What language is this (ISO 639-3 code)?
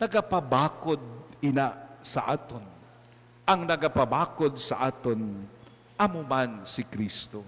hil